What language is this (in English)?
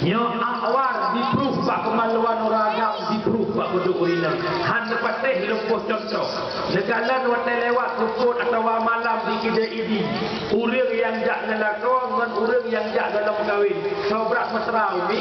Achinese